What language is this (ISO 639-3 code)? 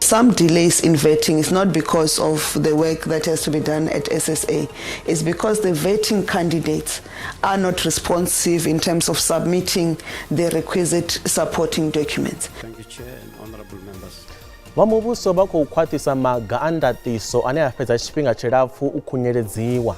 ven